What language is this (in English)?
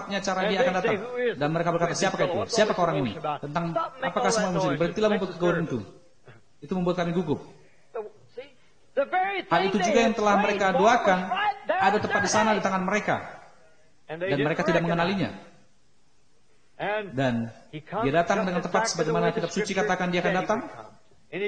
Indonesian